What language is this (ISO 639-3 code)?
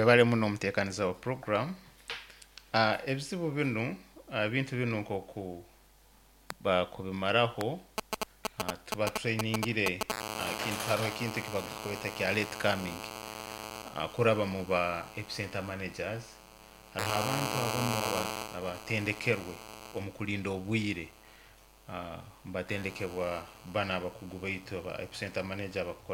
nyo